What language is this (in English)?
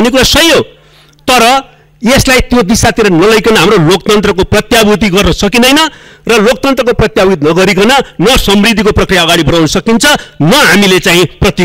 Nepali